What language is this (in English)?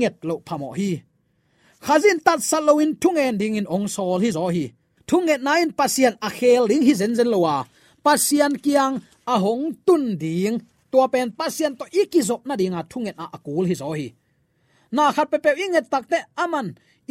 Tedim Chin